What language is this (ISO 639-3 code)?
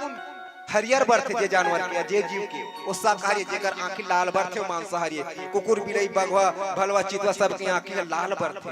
hne